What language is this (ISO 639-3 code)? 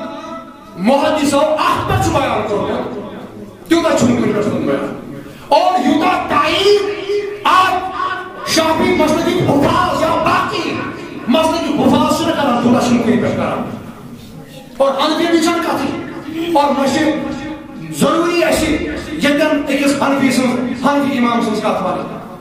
kas